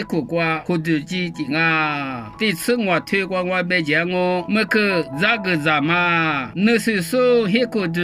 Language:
Lisu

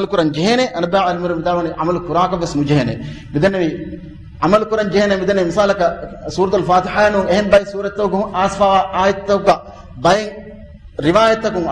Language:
Divehi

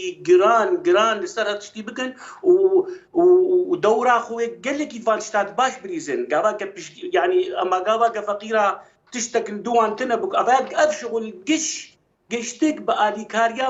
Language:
Kurdish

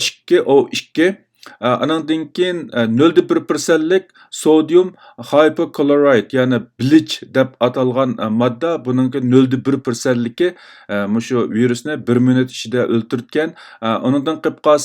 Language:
Uyghur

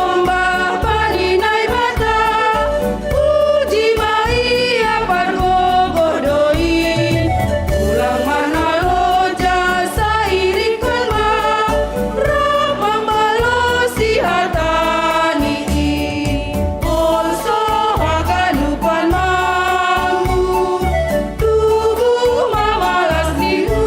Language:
Batak Simalungun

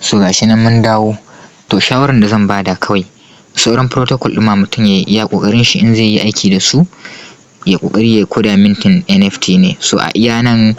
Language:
Hausa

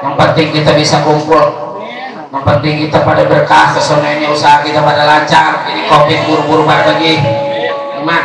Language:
Betawi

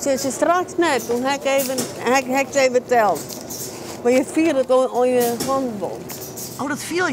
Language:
Western Frisian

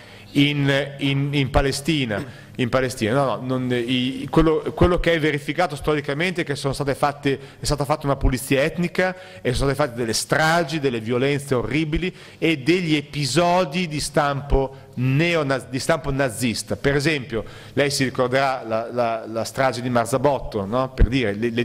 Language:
Italian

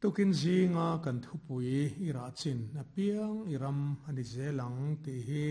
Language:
Mizo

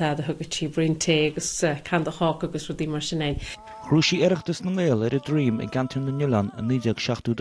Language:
Irish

